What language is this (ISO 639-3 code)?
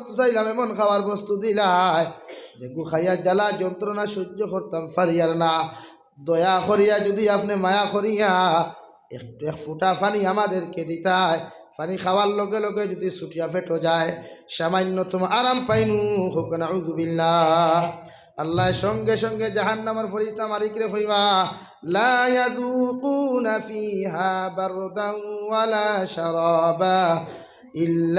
syl